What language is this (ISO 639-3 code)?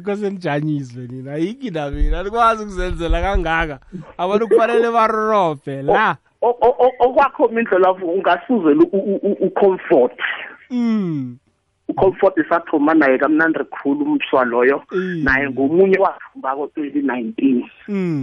nbl